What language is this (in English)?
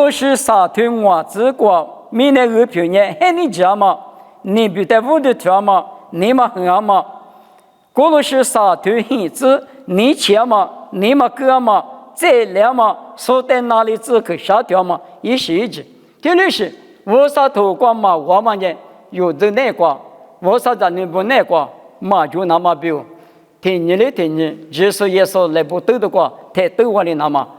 Lisu